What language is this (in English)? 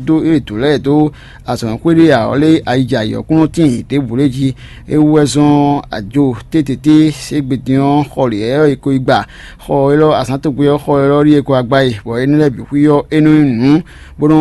Fon